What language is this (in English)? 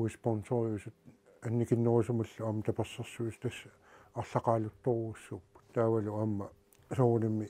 Kalaallisut